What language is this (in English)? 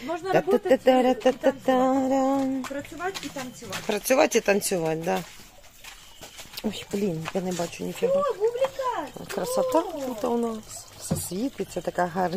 Ukrainian